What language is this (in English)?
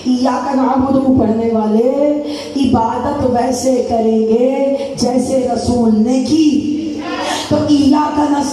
Urdu